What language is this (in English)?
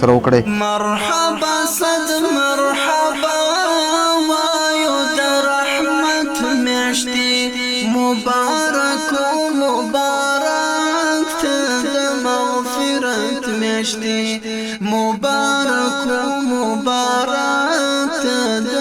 Pashto